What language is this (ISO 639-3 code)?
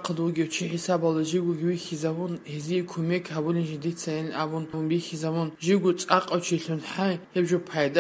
ava